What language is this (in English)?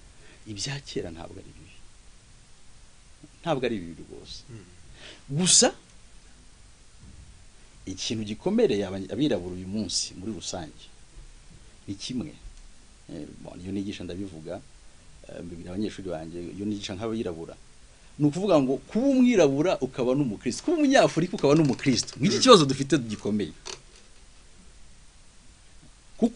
Kinyarwanda